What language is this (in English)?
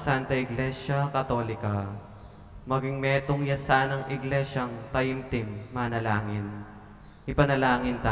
Pampanga